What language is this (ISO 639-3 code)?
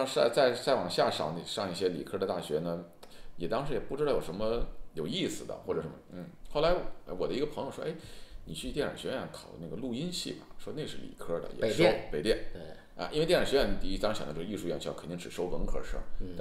zho